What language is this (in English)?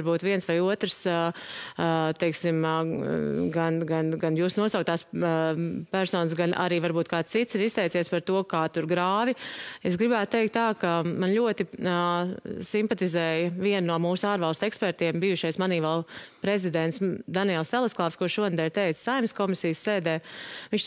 Latvian